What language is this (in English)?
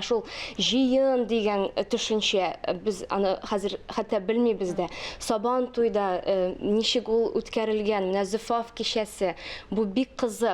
Tatar